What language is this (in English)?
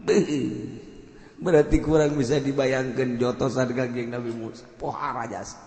Sundanese